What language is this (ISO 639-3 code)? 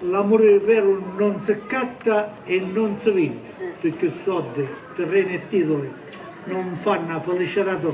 scn